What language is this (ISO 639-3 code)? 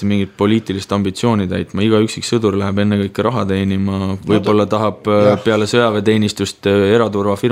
est